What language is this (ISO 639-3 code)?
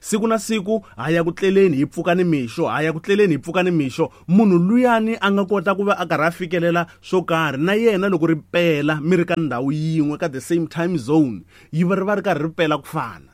tso